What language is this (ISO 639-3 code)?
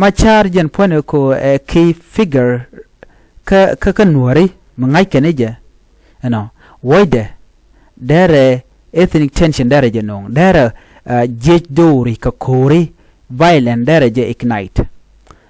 nus